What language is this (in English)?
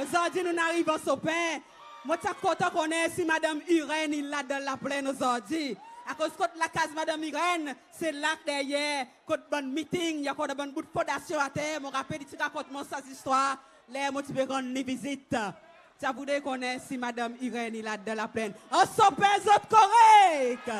Seselwa Creole French